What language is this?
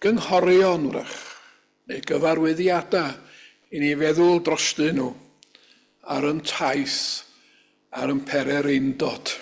Welsh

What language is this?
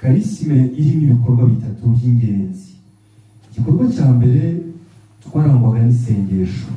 Kinyarwanda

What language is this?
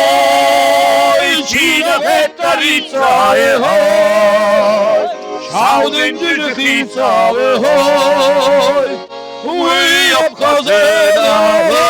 Ossetic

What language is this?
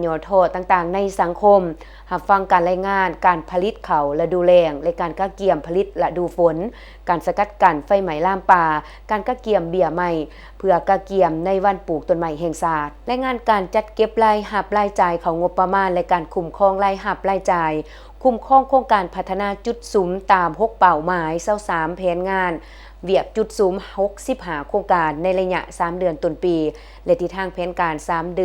Lao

